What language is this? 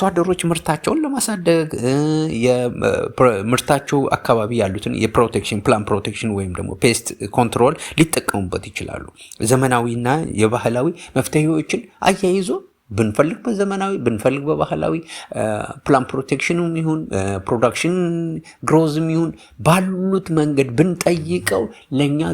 Amharic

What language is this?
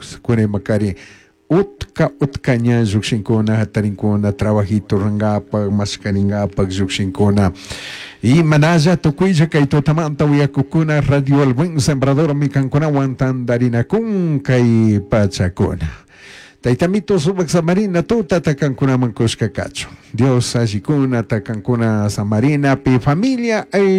Chimborazo Highland Quichua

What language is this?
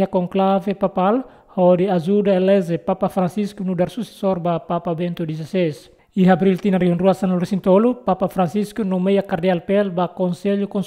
Tetum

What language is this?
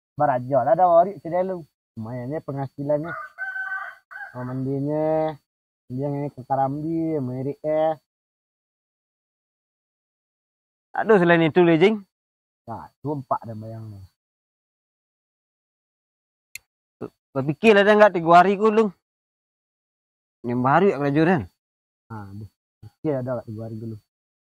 Minangkabau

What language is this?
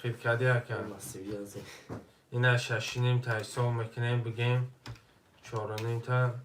Tajik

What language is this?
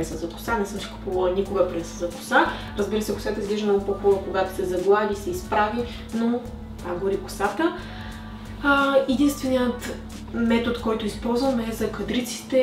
Bulgarian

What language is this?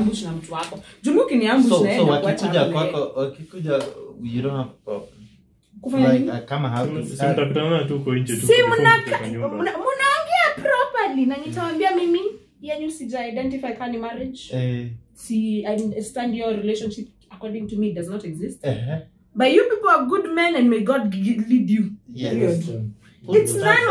Swahili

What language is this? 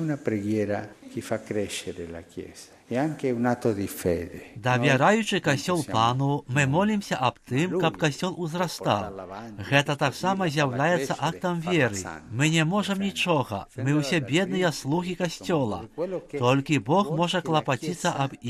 Belarusian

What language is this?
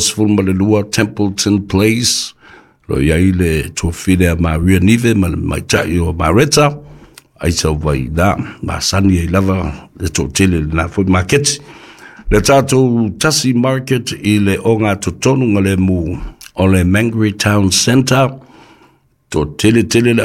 Samoan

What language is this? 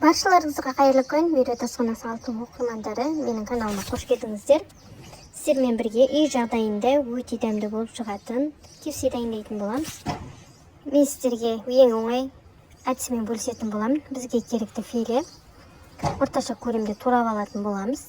Kazakh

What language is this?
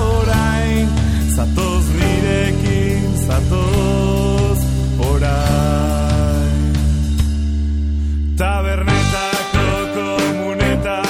Basque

